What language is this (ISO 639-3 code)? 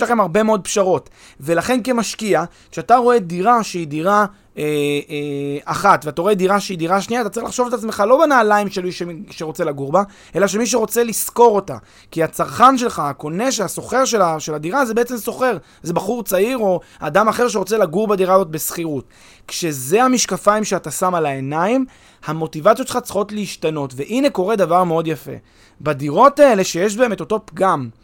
heb